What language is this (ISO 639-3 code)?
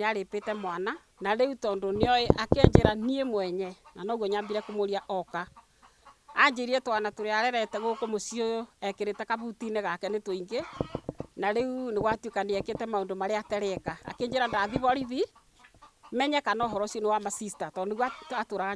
kik